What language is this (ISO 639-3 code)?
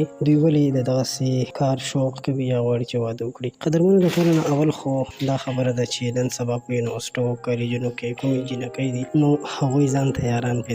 pus